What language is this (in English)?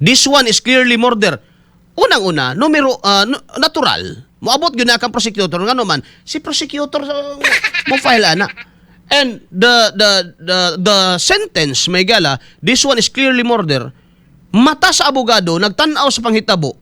Cebuano